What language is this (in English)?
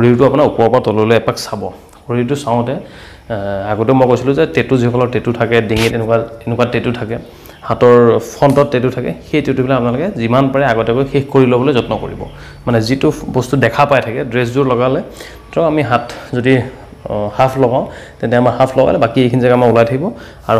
Assamese